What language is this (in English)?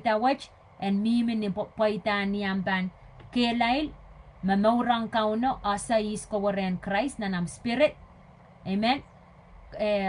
Pohnpeian